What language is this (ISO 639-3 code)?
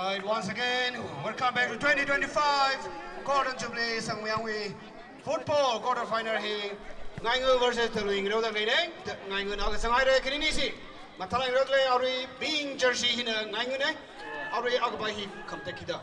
nmf